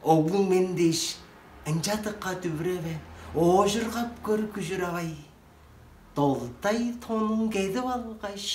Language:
Tuvinian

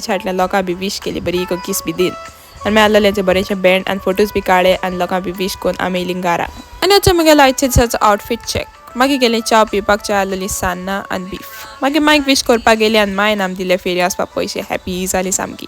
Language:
Konkani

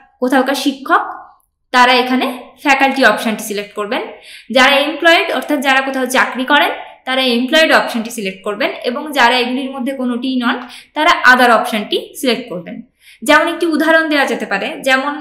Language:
Bangla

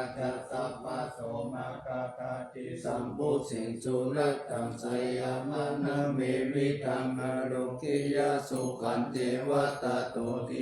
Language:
Pali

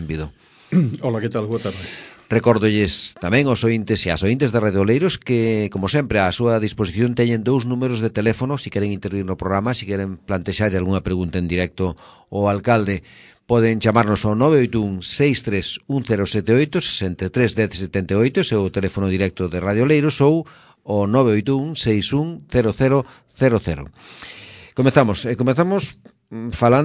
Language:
Galician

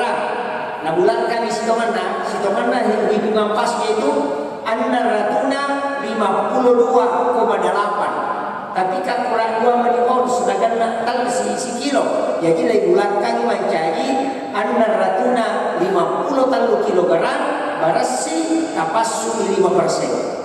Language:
Buginese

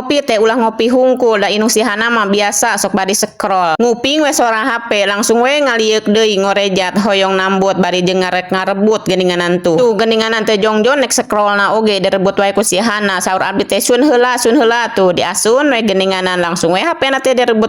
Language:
Sundanese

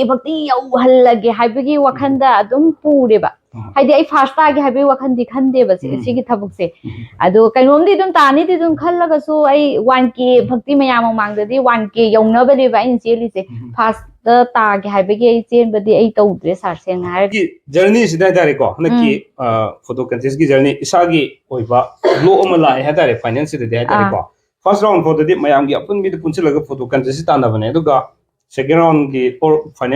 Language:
Manipuri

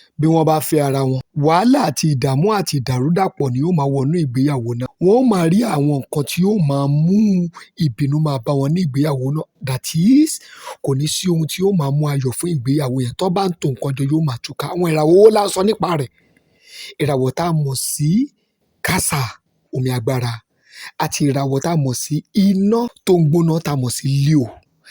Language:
Yoruba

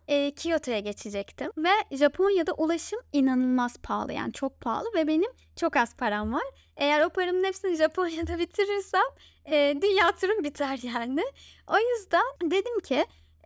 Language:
Turkish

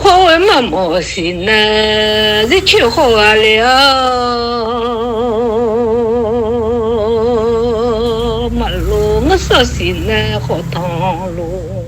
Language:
Akha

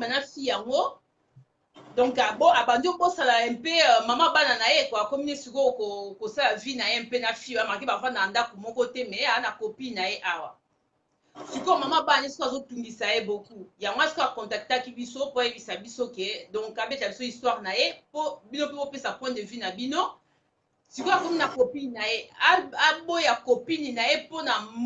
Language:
Lingala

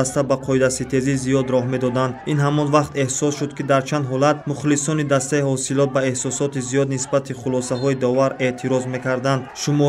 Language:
Tajik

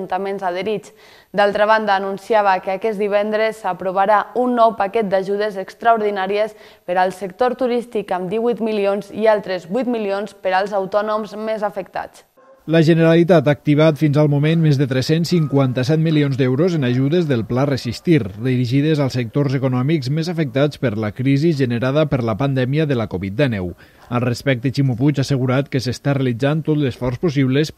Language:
Catalan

